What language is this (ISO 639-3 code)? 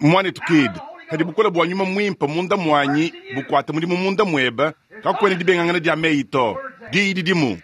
lua